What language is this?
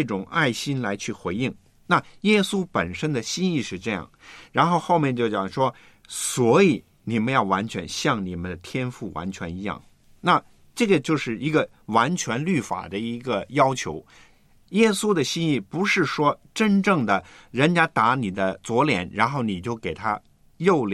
Chinese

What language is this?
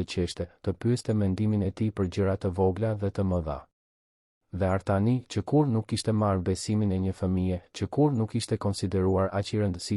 Albanian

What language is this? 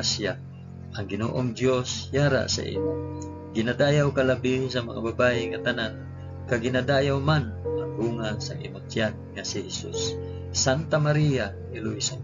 Hiligaynon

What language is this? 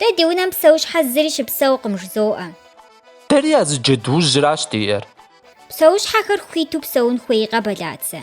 Kabardian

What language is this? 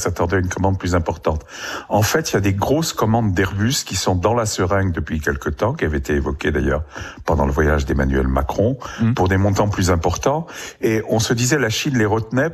French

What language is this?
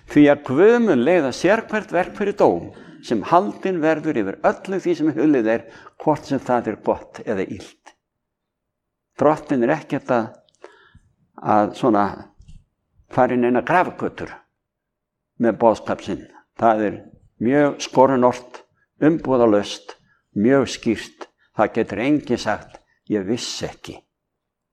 Icelandic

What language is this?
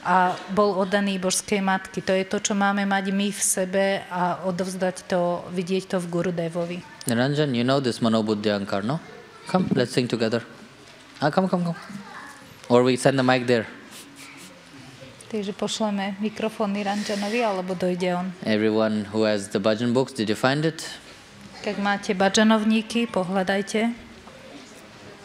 Slovak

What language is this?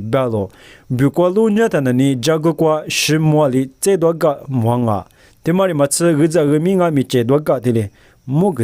Lisu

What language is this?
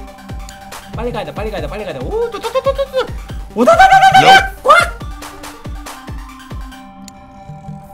Korean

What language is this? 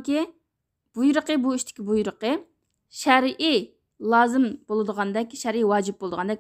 Uyghur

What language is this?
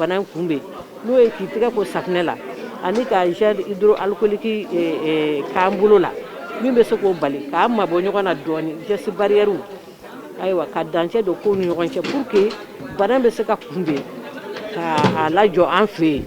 Bambara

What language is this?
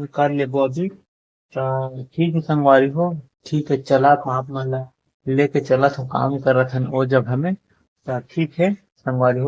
Chhattisgarhi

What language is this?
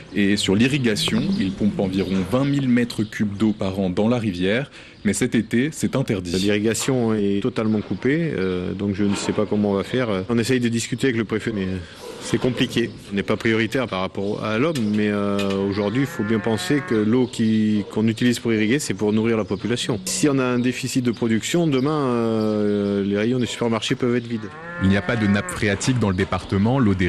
French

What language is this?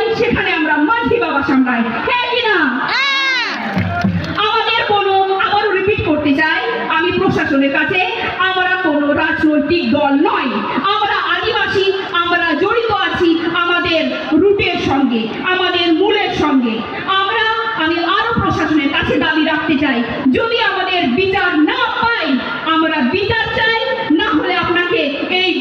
Santali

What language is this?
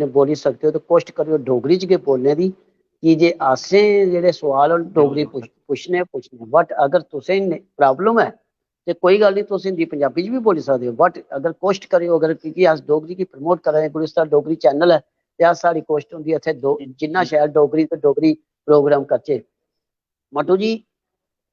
Dogri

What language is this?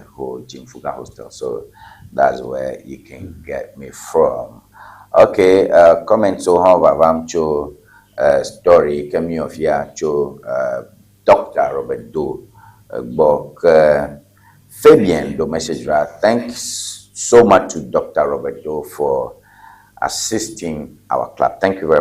Ewe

